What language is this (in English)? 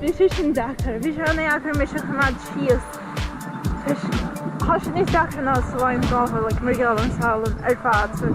Irish